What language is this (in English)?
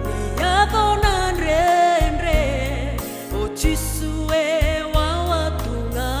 Fijian